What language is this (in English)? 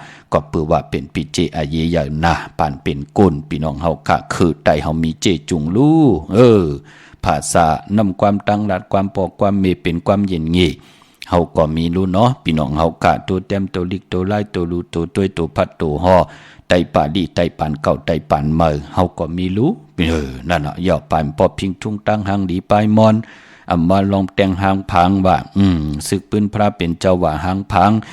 Shan